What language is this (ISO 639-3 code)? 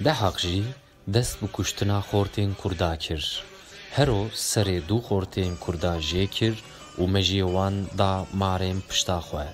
kur